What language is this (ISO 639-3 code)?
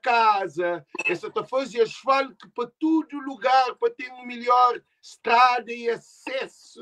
kea